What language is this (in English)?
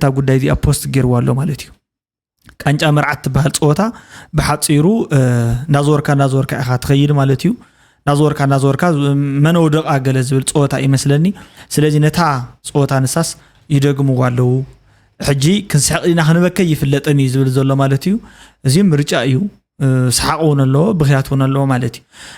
Tigrinya